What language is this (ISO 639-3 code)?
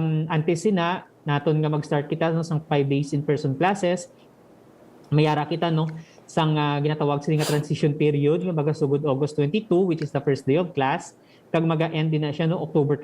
hil